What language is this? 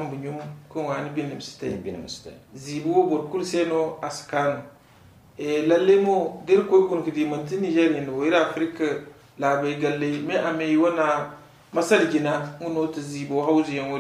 Zarma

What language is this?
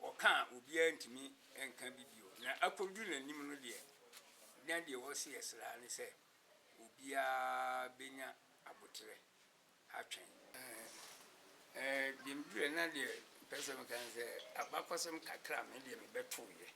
Akan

